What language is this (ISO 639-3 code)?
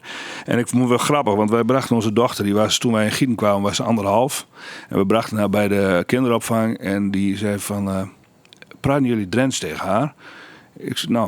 fry